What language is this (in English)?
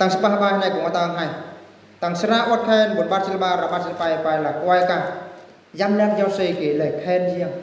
Eastern Bru